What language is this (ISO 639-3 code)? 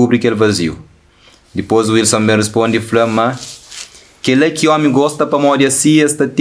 kea